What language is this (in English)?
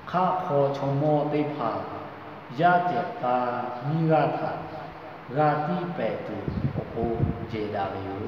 Lahu